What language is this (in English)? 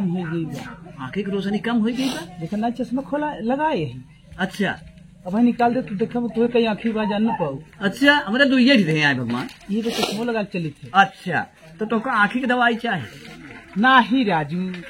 Awadhi